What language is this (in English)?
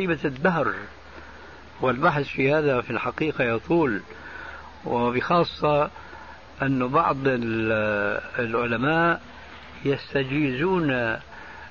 Arabic